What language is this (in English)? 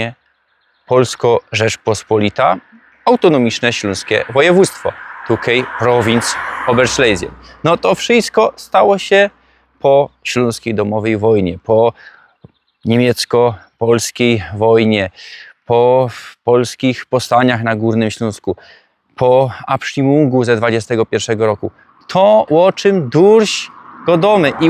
Silesian